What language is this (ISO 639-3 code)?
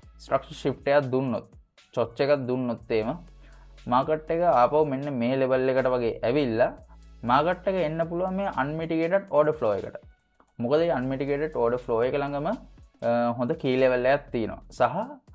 sin